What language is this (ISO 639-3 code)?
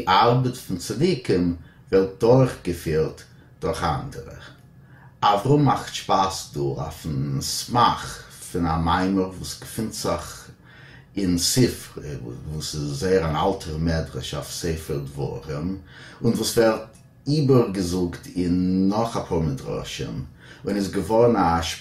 yid